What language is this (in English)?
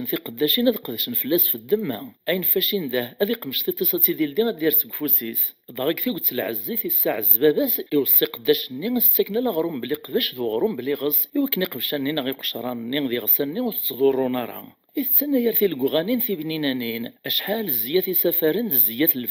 Kabyle